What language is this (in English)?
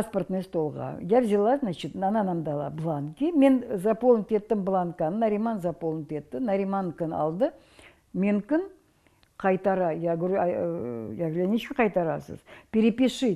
Crimean Tatar